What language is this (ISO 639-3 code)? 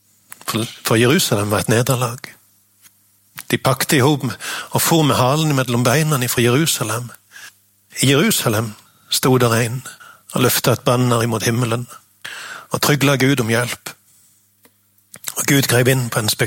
nor